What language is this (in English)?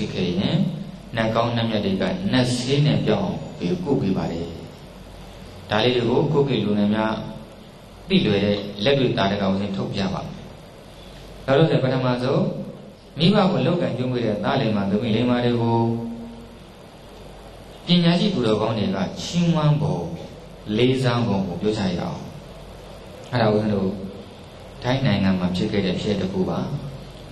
Burmese